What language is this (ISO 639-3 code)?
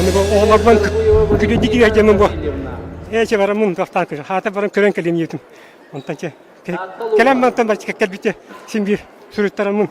sah